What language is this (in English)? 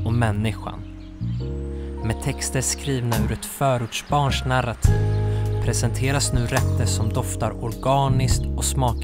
Swedish